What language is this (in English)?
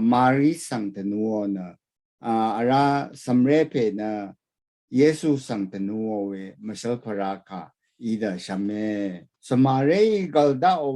Rawang